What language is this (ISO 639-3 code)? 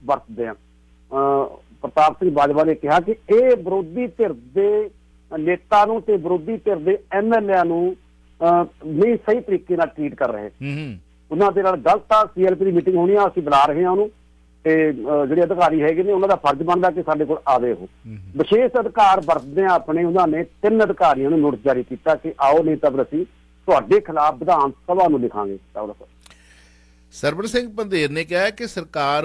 pan